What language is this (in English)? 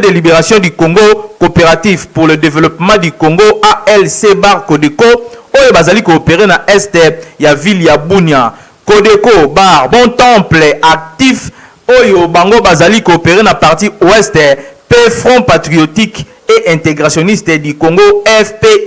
Lingala